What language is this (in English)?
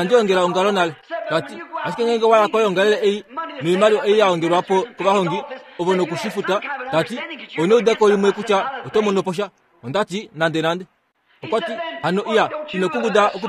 Kuanyama